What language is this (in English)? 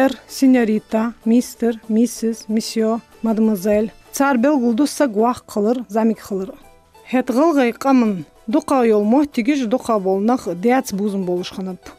Ingush